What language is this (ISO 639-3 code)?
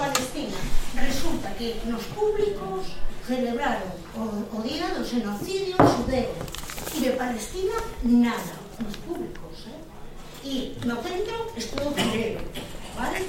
glg